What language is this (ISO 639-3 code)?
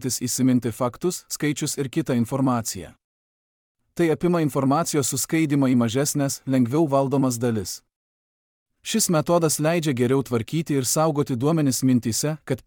lit